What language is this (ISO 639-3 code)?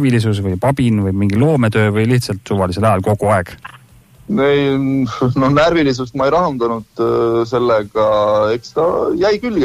est